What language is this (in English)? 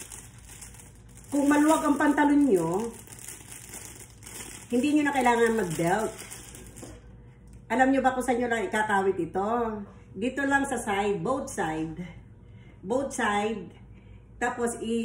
Filipino